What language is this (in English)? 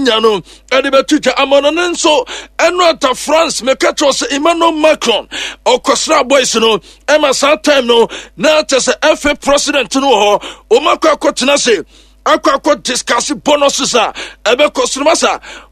Akan